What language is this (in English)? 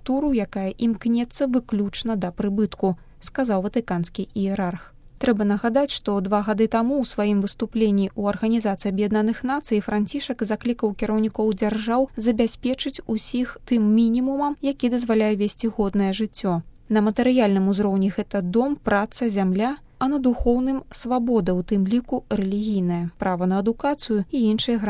Belarusian